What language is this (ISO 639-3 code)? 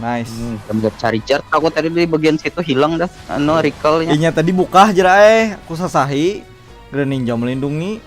bjn